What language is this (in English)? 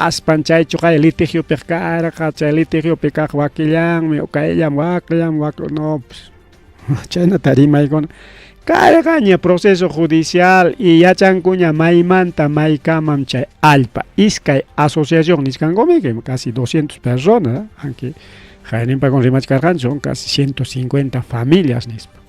Ayacucho Quechua